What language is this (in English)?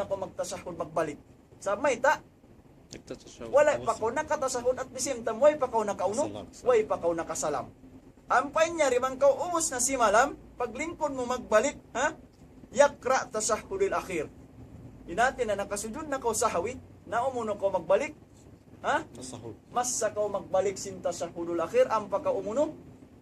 Tausug